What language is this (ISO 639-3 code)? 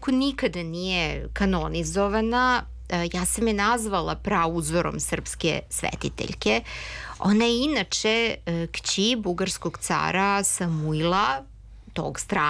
srp